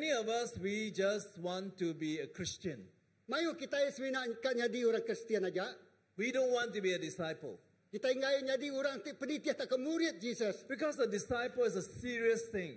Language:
Iban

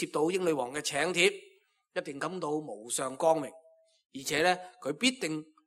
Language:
Cantonese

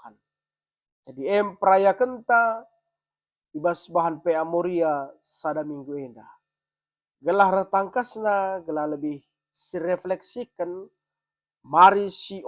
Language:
Batak Karo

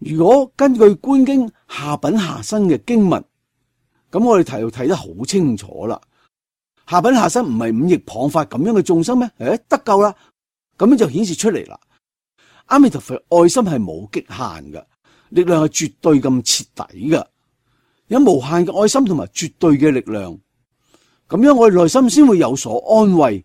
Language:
Cantonese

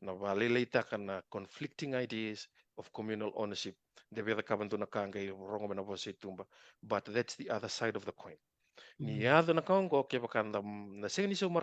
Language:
Fijian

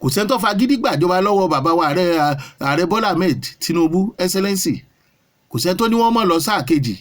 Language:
Yoruba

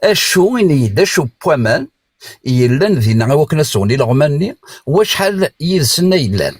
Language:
Kabyle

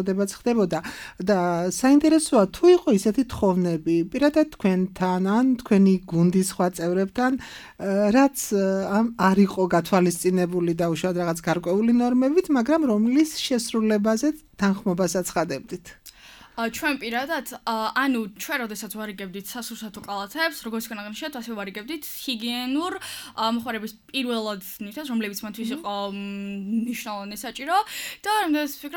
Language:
Georgian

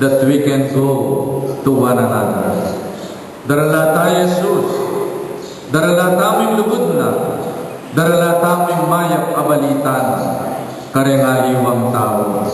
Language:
Pampanga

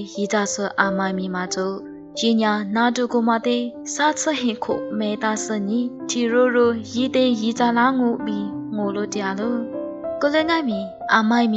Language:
Lisu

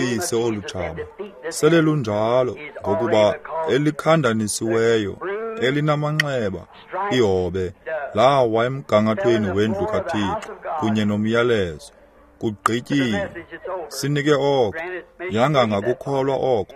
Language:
Xhosa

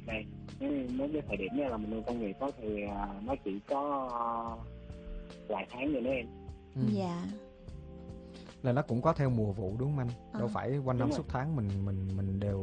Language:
Vietnamese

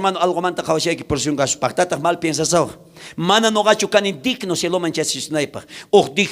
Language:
South Bolivian Quechua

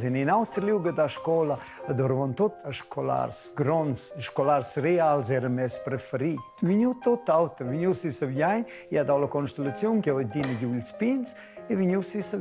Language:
Romansh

